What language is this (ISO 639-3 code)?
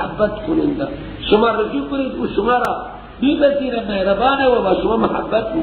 fas